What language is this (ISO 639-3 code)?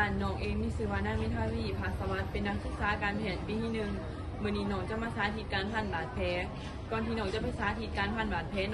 lao